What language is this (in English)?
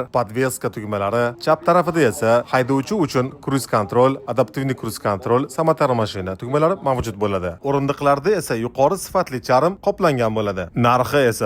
Uzbek